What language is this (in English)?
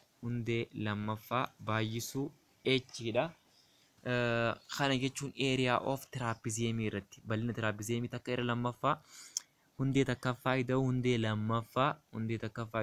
Oromo